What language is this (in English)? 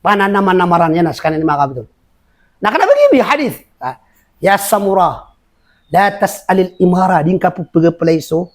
Maranao